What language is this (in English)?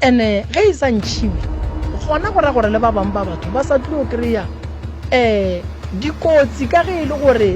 Northern Sotho